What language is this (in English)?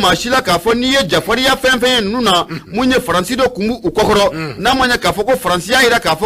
Bambara